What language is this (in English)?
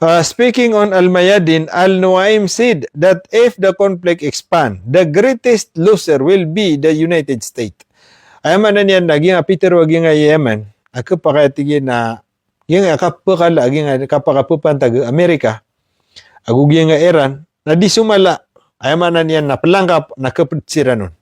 Maranao